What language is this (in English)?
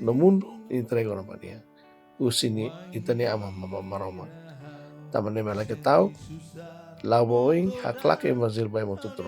Tetum